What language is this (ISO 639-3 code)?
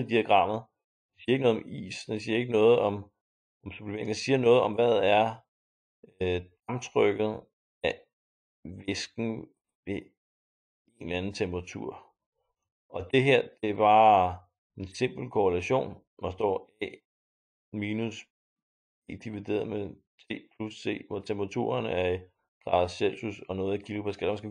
dan